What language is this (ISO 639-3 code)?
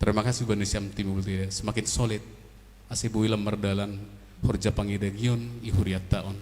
bts